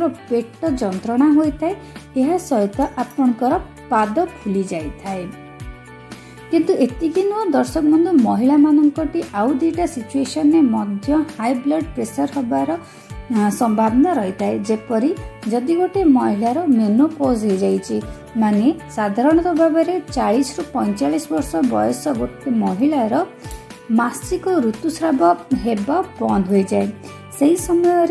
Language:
Odia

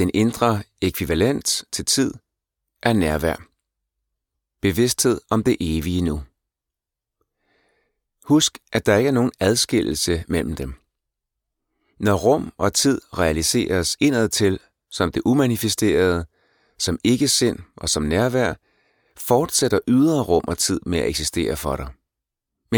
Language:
Danish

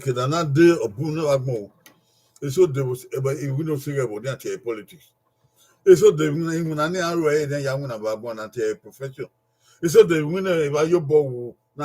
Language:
Bini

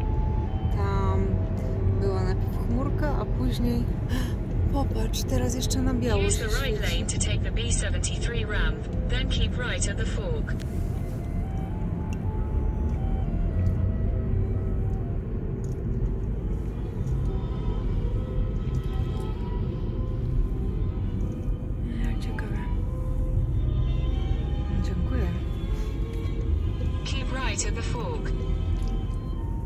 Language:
Polish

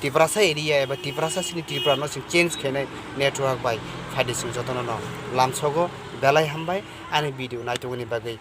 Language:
Kok Borok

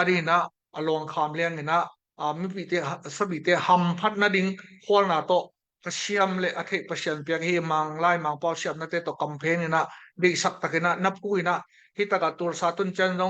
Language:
Tedim Chin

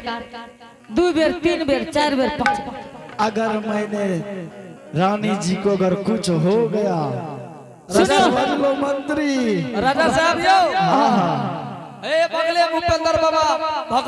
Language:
Angika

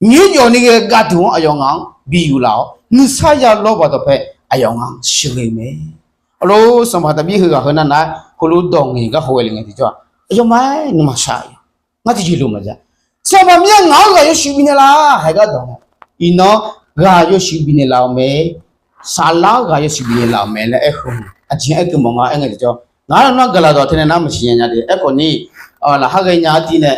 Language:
Akha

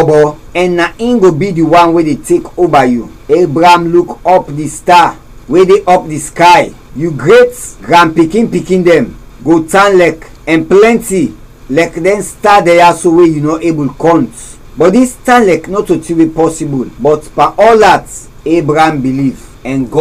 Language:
Krio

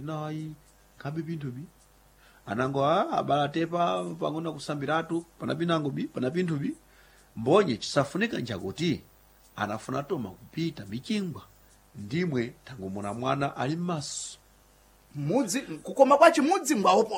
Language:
Sena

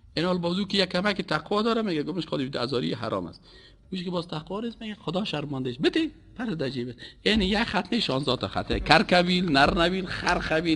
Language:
Persian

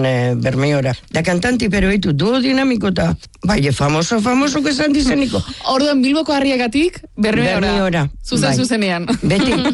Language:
Basque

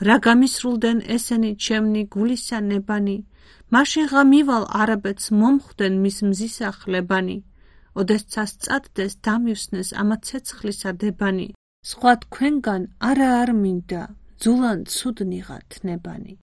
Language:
Georgian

